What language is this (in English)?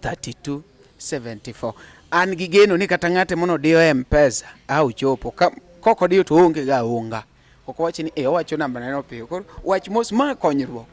Luo (Kenya and Tanzania)